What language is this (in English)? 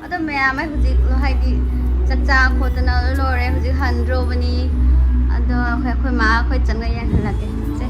Manipuri